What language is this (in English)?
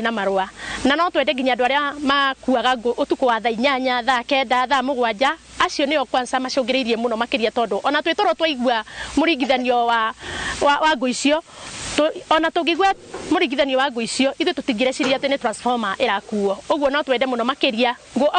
Kikuyu